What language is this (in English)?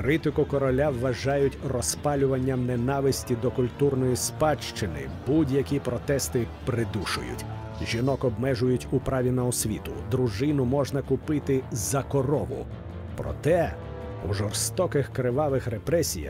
Ukrainian